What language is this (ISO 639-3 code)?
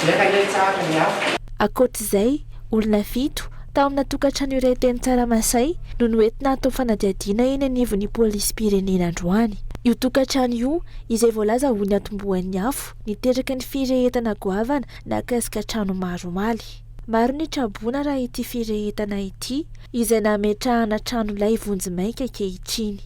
mlg